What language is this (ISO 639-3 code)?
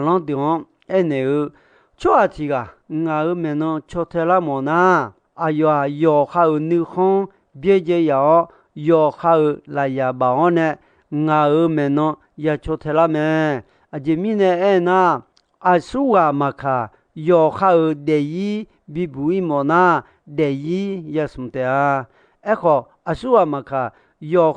ahk